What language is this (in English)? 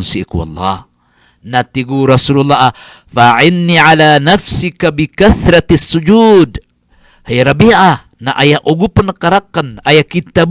Maranao